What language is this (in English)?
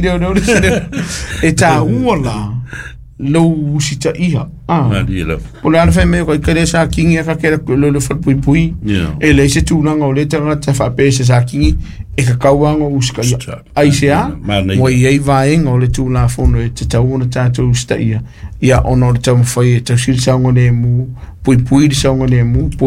Samoan